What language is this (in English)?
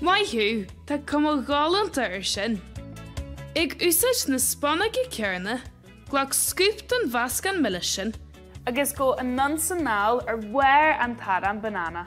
Irish